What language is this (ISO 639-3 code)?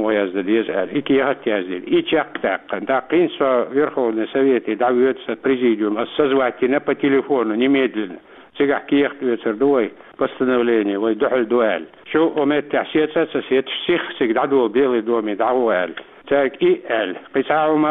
che